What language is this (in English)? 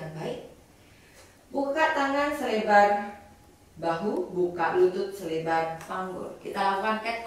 Indonesian